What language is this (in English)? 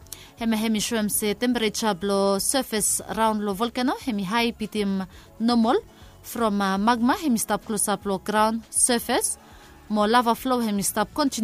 Bislama